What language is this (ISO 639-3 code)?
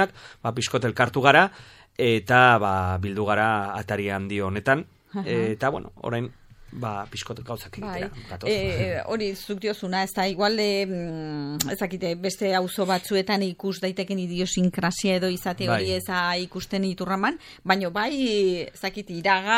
eus